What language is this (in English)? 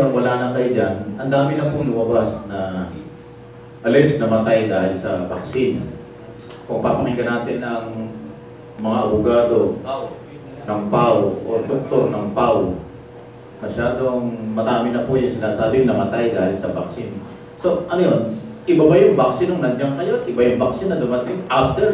Filipino